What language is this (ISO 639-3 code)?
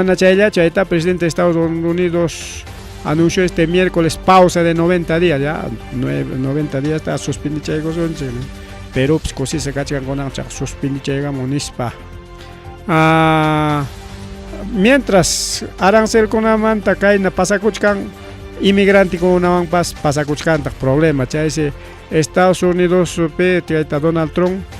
quy